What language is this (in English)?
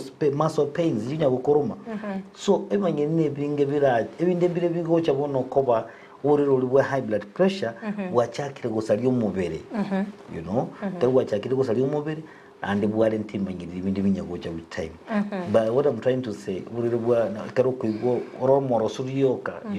Gusii